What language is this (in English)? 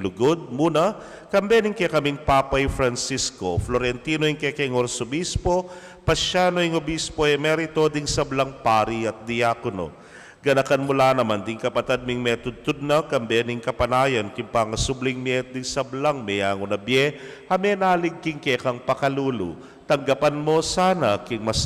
Pampanga